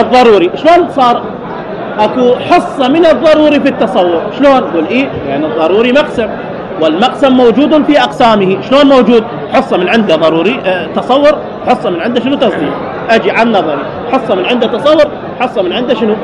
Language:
Mesopotamian Arabic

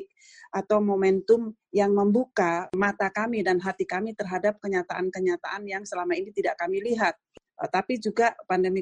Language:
Indonesian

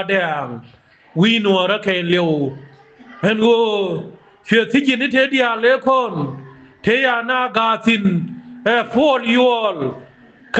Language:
Nuer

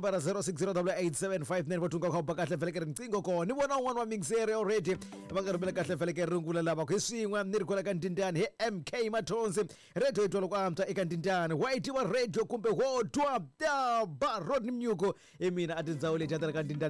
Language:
Tsonga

